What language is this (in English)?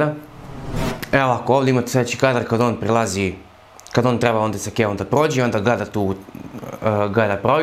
Serbian